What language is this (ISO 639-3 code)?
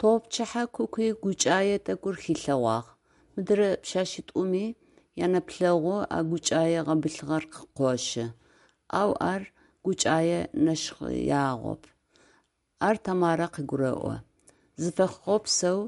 ady